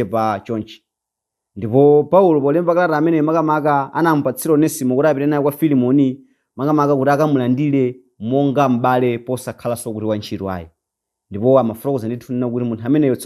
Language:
Nyanja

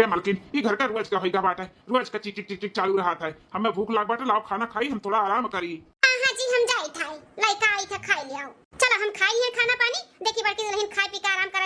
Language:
Awadhi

